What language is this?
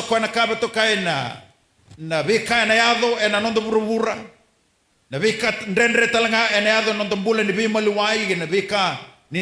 Fijian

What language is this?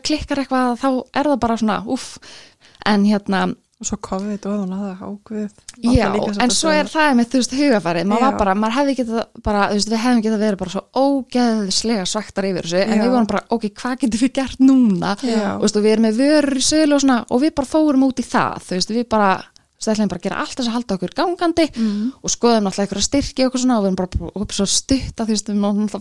Icelandic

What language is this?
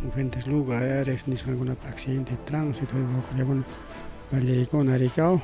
Ayacucho Quechua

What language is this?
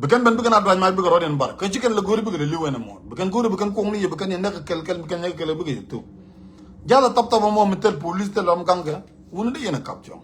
Nuer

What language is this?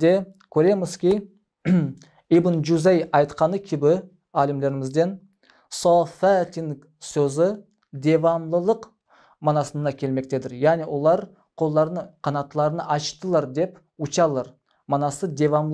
Crimean Tatar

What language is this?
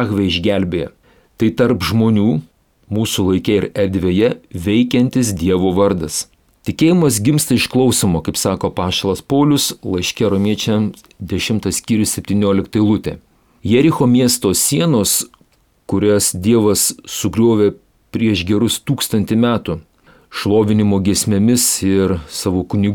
Lithuanian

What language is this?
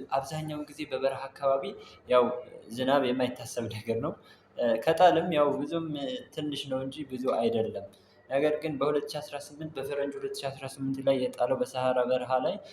Amharic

